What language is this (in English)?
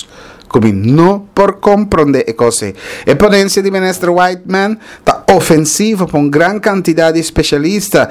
Papiamento